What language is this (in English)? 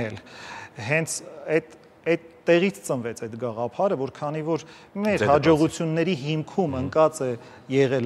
Armenian